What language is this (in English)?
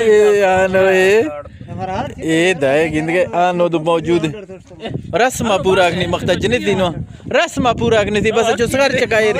Eastern Balochi